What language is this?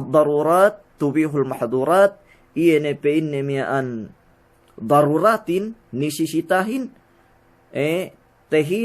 Yakan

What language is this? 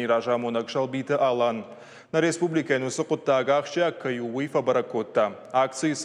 Ossetic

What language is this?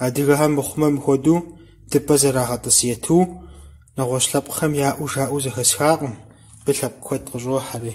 Kabardian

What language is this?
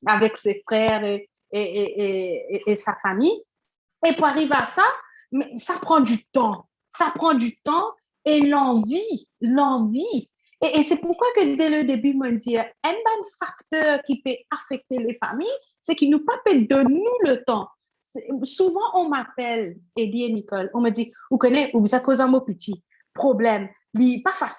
Morisyen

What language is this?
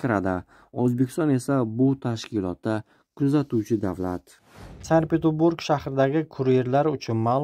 Uzbek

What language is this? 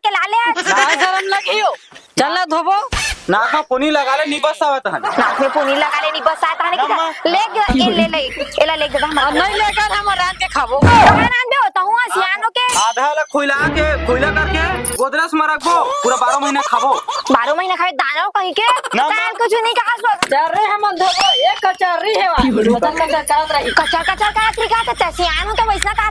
Chhattisgarhi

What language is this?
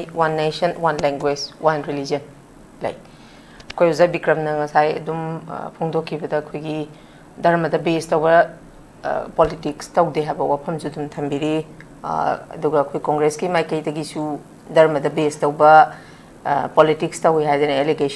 Manipuri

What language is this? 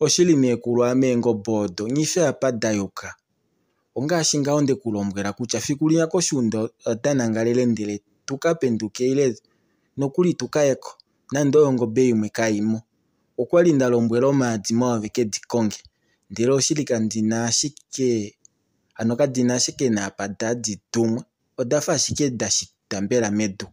Kuanyama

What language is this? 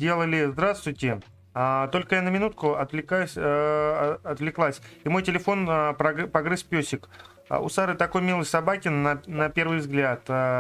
Russian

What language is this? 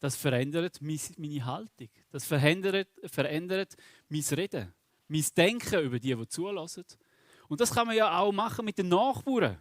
Swiss German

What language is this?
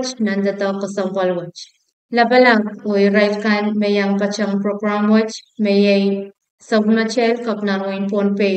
Pohnpeian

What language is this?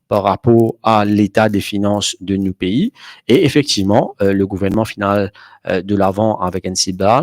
Morisyen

